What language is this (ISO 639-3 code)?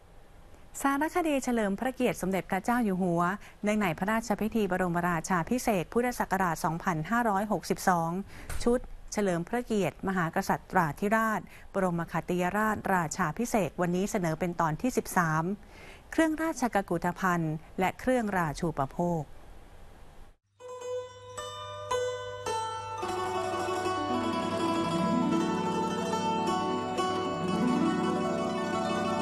tha